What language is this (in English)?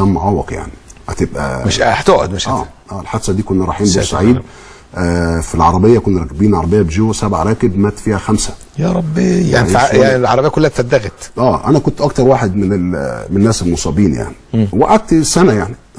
Egyptian Arabic